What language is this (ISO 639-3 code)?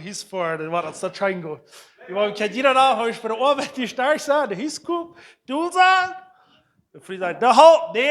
pdt